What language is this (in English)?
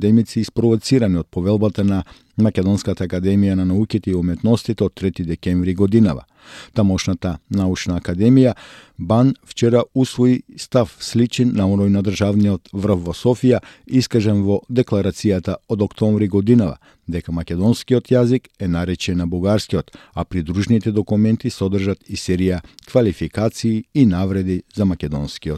Macedonian